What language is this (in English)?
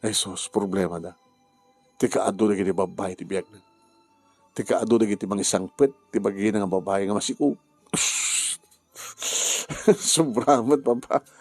Iloko